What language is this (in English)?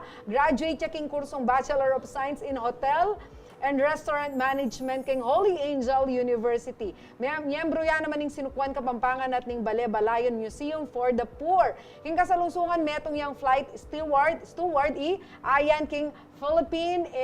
Pampanga